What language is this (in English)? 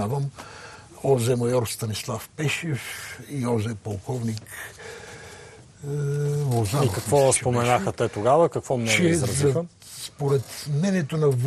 Bulgarian